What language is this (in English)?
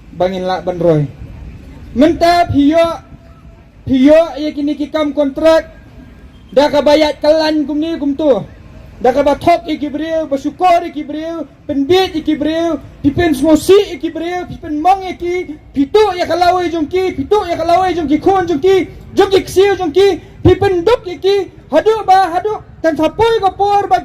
Khasi